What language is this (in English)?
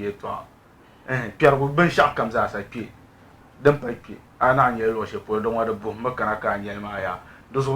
Dagbani